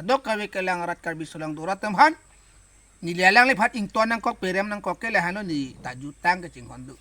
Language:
Karbi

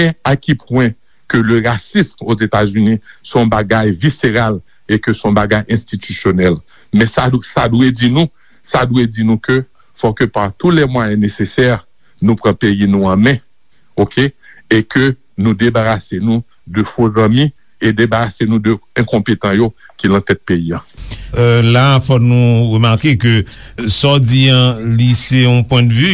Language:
Haitian Creole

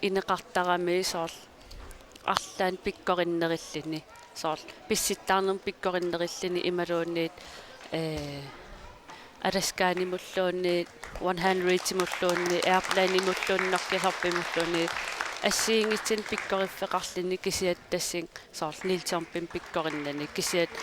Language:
Kalaallisut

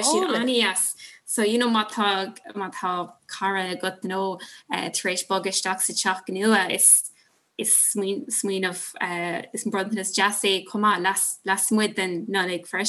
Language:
Irish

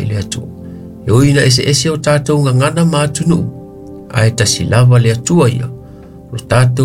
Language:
Samoan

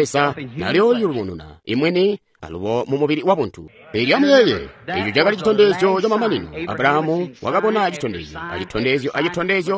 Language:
Tonga (Zambia)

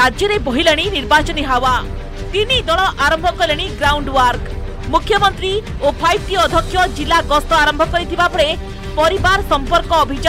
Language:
Odia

